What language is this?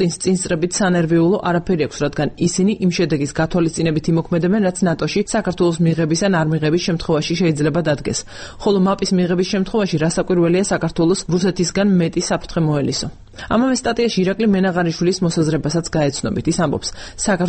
Georgian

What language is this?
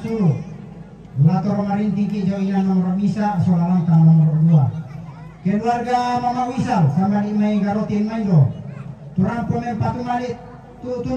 Toraja-Sa'dan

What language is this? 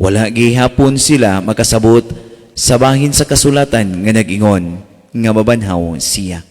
Cebuano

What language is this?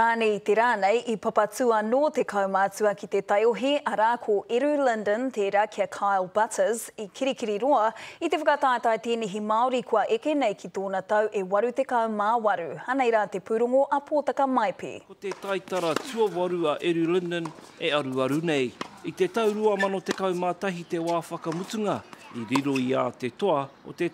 Māori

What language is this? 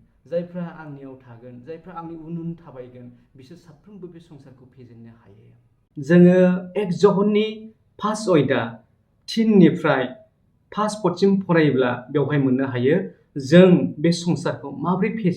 Bodo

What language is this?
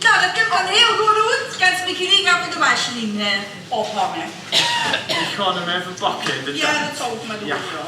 Limburgish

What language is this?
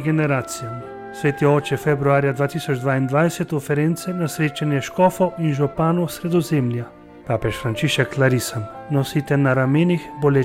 Slovenian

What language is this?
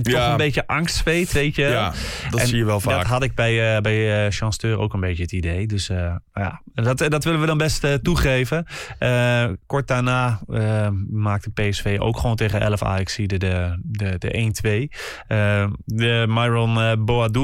Dutch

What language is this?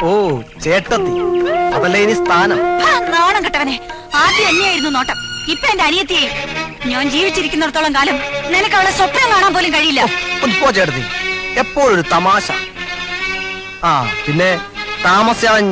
Malayalam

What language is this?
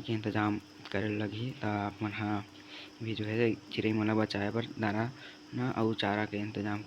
Chhattisgarhi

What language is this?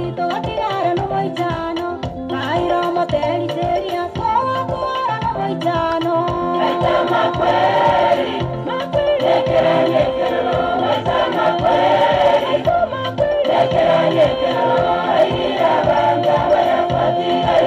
Gusii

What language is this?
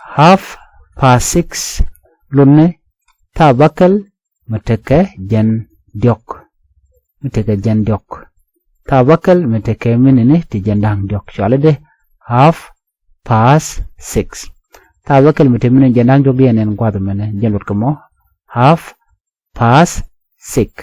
Nuer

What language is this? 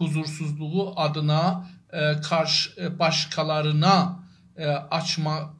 South Azerbaijani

